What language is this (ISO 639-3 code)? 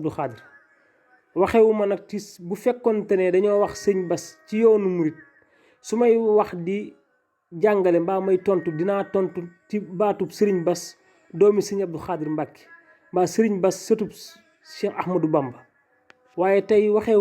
wol